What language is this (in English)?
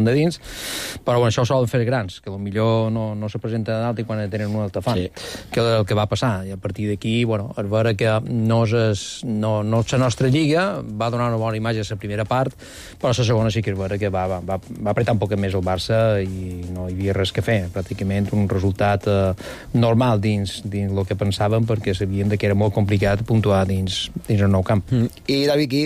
Catalan